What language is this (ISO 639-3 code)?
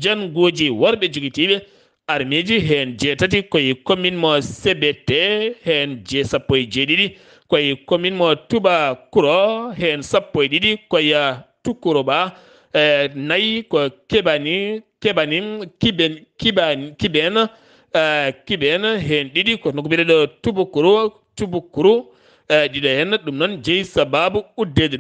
ful